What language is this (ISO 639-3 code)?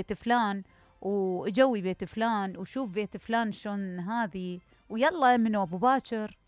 acm